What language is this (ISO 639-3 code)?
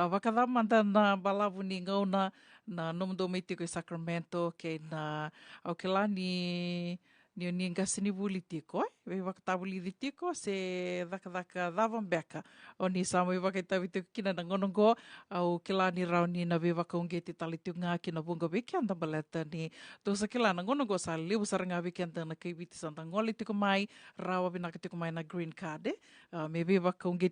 fij